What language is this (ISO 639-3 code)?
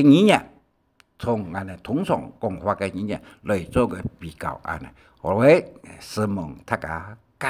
hak